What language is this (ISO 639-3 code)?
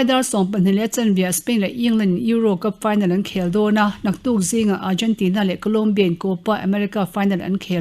lus